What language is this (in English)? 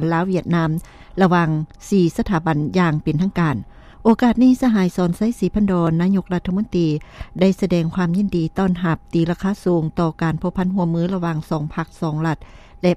Lao